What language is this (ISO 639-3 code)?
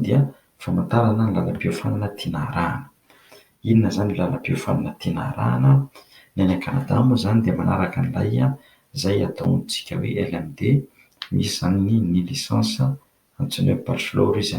mlg